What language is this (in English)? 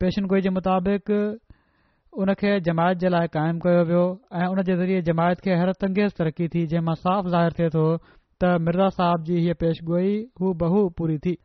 Sindhi